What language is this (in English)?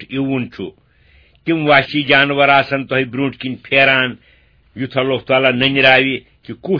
Kashmiri